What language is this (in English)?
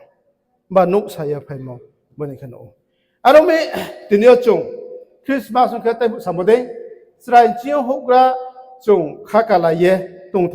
Riang (India)